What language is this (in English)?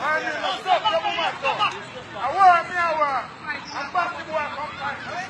Jamaican Creole English